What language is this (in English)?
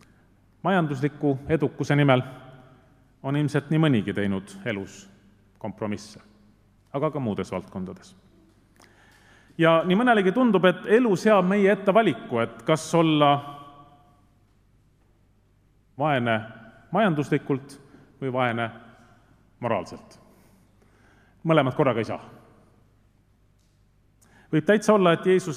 Estonian